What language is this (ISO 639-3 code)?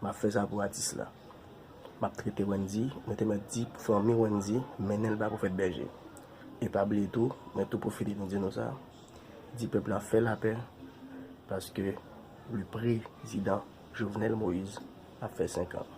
hat